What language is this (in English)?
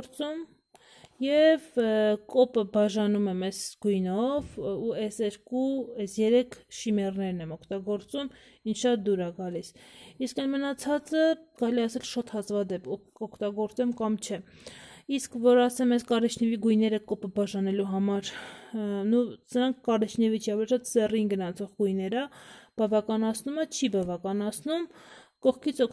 Armenian